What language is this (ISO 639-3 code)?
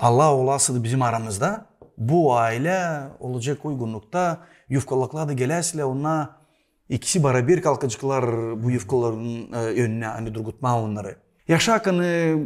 gag